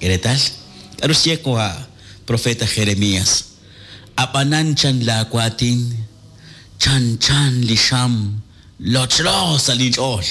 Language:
Kekchí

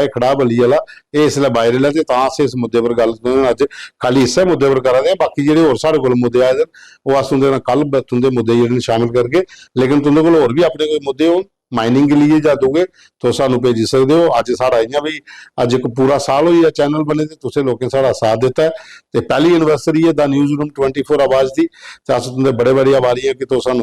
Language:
Dogri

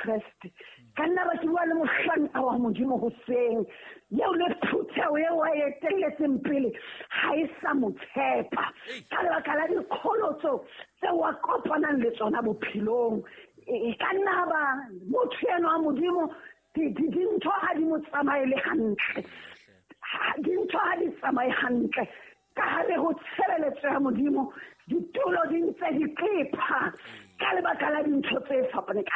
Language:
Southern Sotho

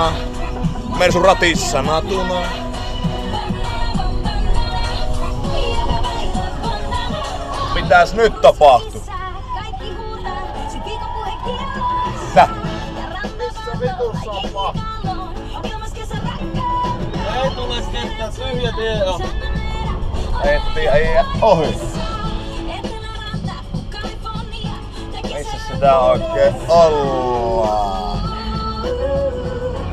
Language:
Finnish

